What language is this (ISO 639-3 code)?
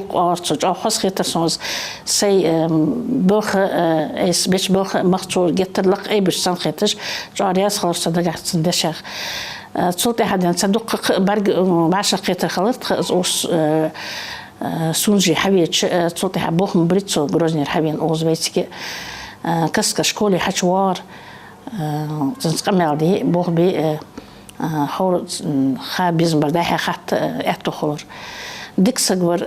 inh